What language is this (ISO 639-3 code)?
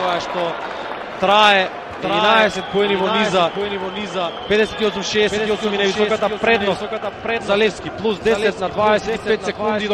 mkd